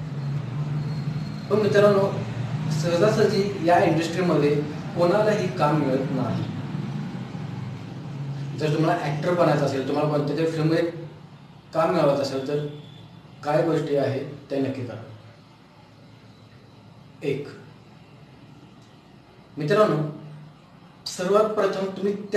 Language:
Marathi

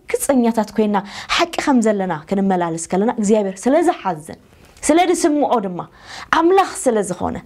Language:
Tigrinya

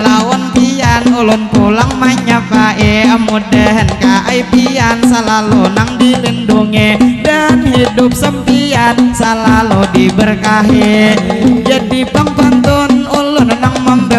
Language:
Banjar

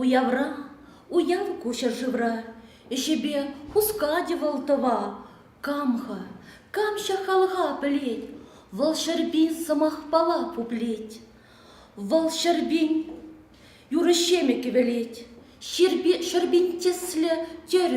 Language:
Chuvash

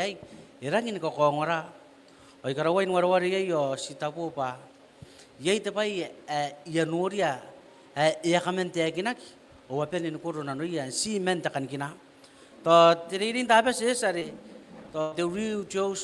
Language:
Gilbertese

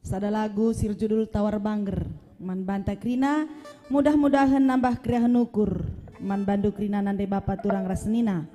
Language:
Batak Karo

